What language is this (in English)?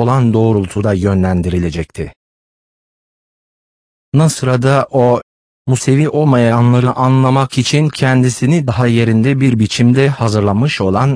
Turkish